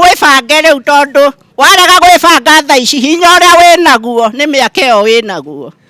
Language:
Kikuyu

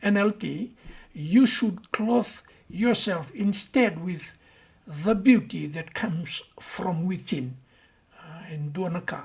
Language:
Fijian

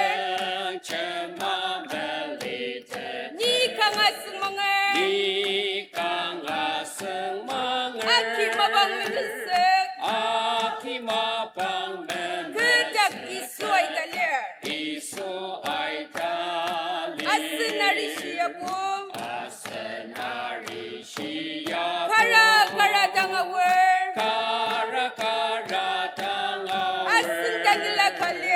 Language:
Ao Naga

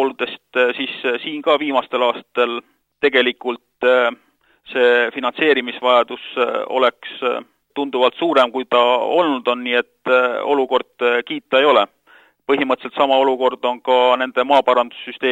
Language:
Estonian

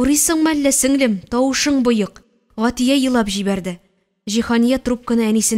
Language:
Tatar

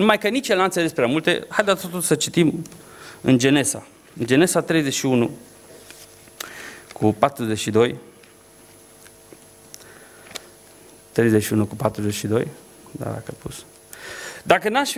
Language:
Romanian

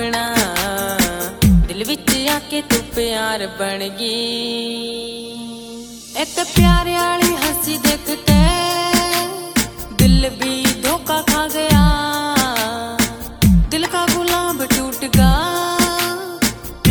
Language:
Haryanvi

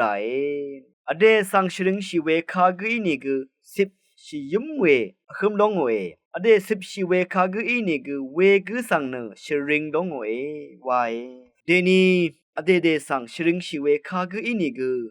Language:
Rawang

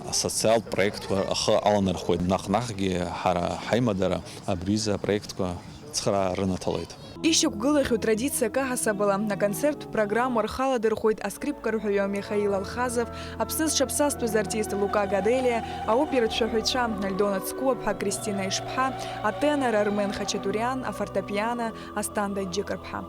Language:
Abkhazian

